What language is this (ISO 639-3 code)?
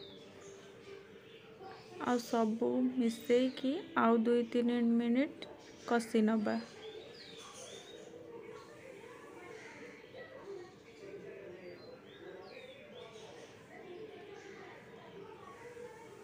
ori